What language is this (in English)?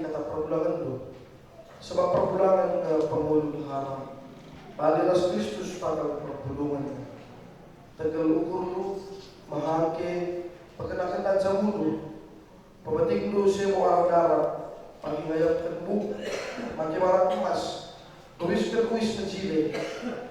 Batak Karo